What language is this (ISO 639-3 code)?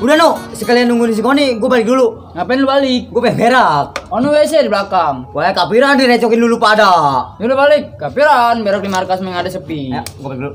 bew